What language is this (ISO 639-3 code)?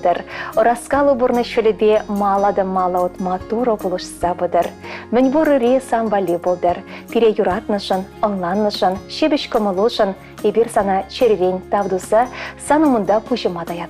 chv